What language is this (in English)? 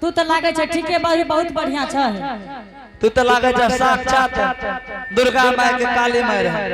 Angika